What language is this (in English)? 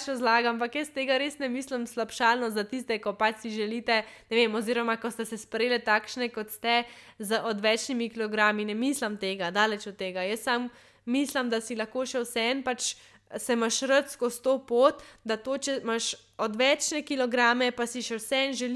Slovenian